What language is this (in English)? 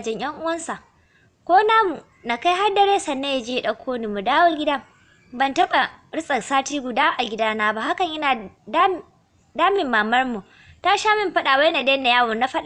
Hausa